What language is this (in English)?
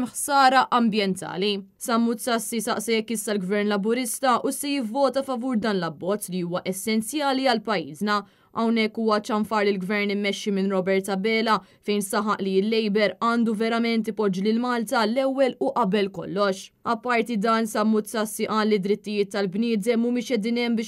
Maltese